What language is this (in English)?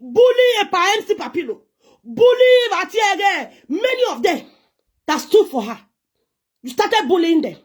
Nigerian Pidgin